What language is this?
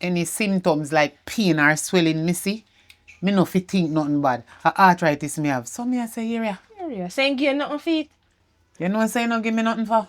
Jamaican Creole English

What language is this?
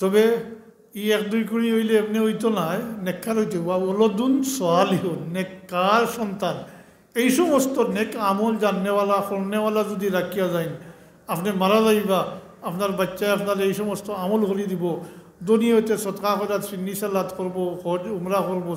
Sylheti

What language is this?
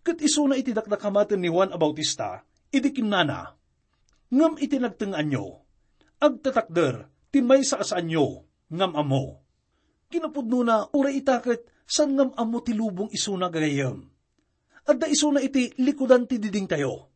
Iloko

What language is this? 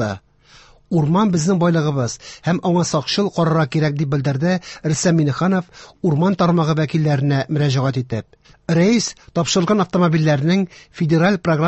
Tatar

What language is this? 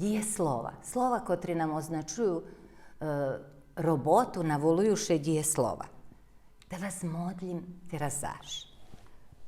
Rusyn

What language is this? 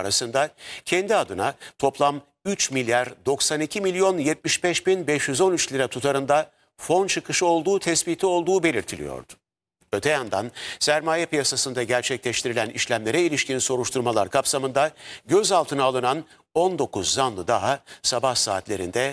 Turkish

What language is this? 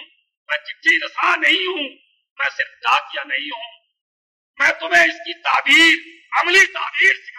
Urdu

